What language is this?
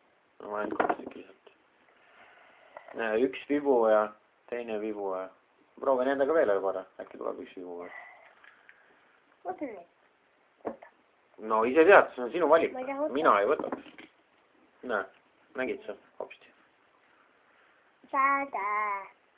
Estonian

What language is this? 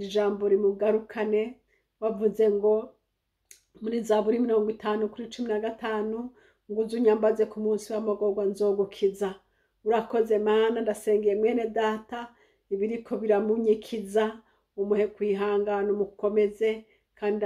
Rundi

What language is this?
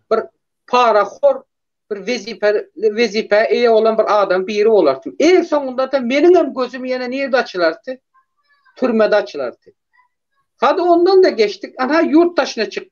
Turkmen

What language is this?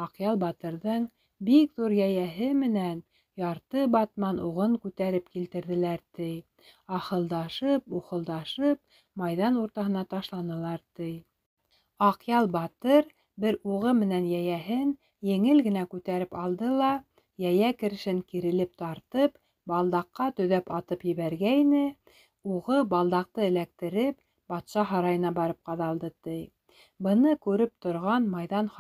Bashkir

